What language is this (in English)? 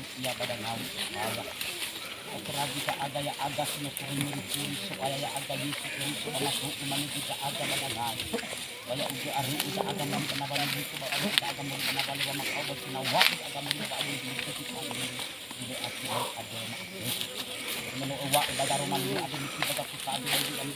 Nias